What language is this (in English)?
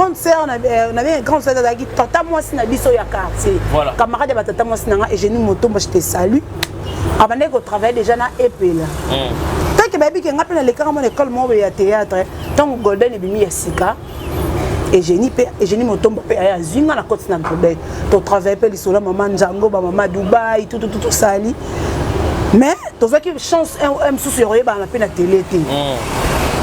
Lingala